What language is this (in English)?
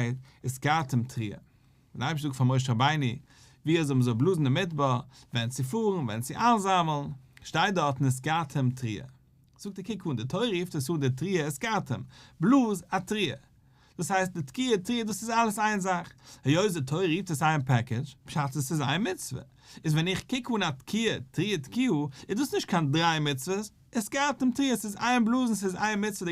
Yiddish